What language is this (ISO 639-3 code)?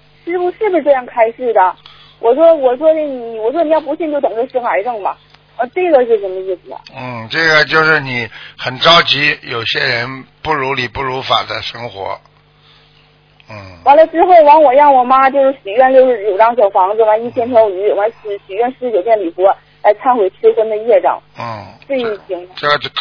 zho